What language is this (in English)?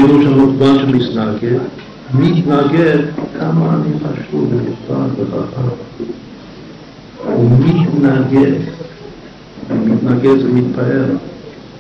Hebrew